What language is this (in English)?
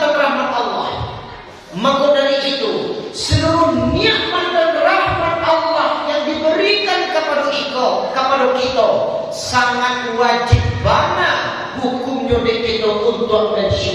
Minangkabau